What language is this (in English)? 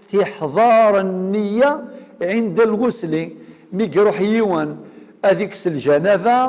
Algerian Arabic